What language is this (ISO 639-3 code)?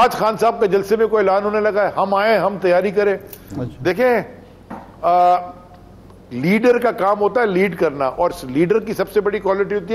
urd